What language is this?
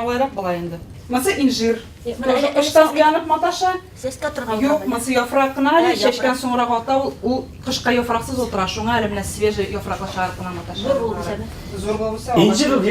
Bashkir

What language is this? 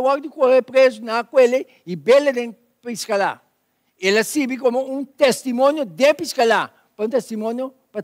Papiamento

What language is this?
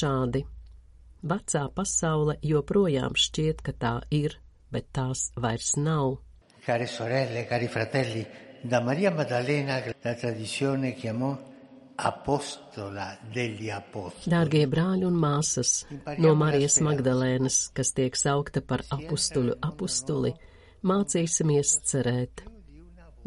Latvian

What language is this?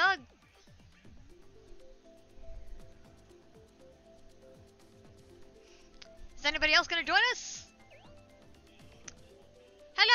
English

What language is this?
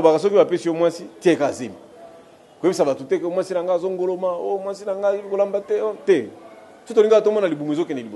Lingala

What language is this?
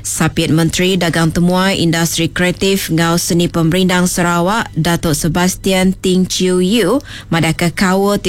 Iban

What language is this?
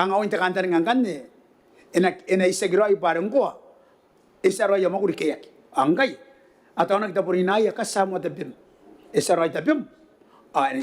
Gilbertese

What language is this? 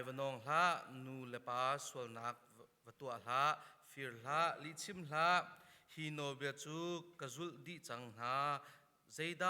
Hakha Chin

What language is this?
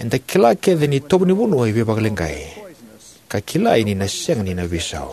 Fijian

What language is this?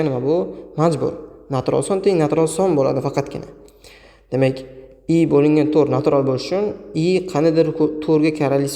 Uzbek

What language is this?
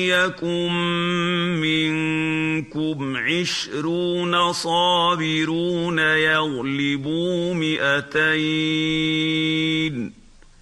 Arabic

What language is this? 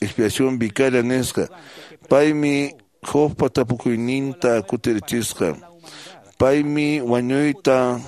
Quechua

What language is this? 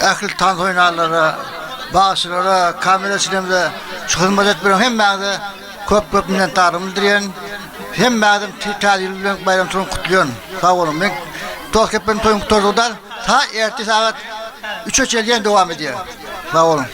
Turkmen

